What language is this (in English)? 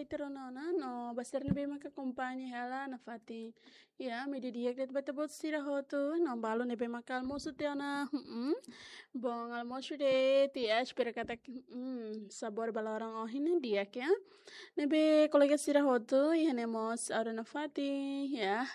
Tetum